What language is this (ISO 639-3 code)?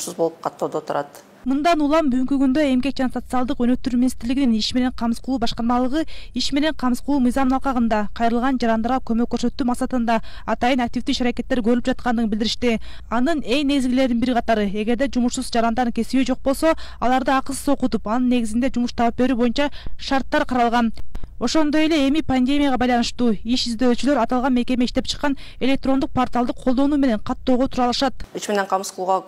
kir